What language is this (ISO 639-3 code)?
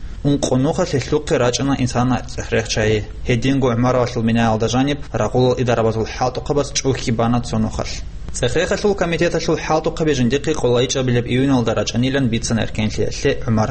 ava